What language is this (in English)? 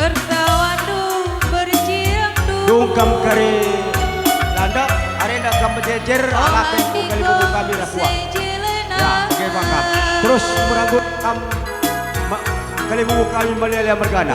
Batak Karo